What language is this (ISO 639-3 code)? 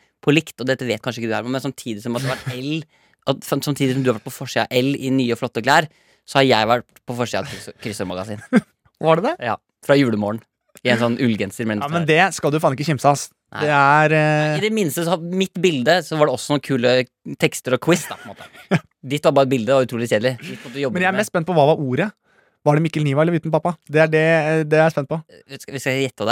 nor